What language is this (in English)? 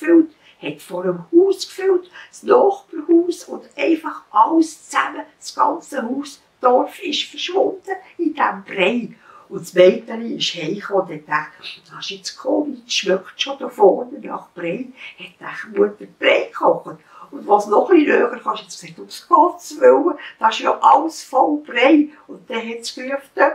Swiss German